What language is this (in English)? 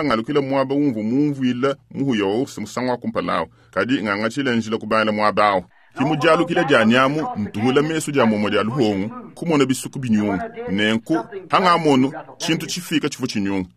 Luba-Lulua